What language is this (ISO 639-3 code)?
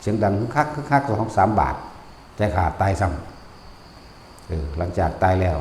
tts